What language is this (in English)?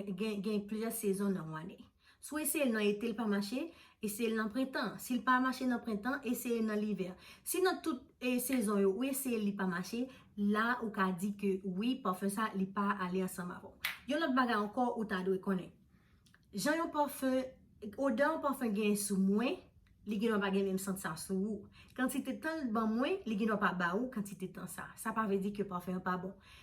Haitian Creole